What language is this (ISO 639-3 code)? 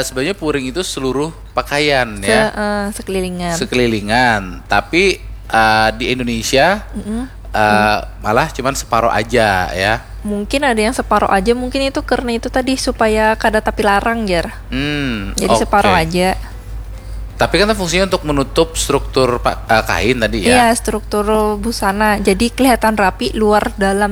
bjn